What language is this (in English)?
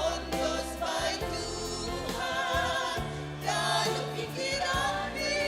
Batak Simalungun